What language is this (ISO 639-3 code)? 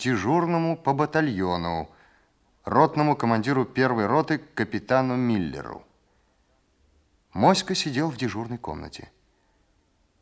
rus